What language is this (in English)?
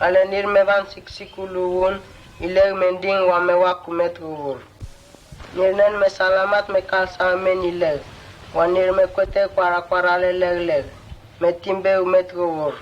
Mota